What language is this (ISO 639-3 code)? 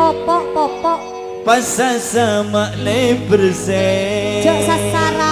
mad